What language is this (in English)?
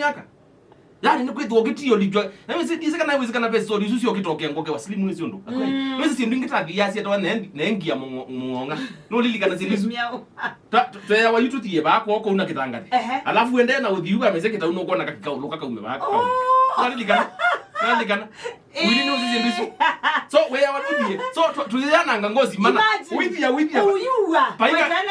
Kamba